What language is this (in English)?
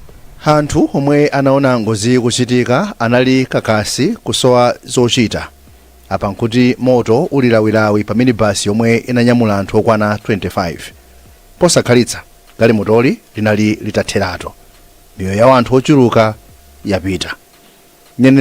Nyanja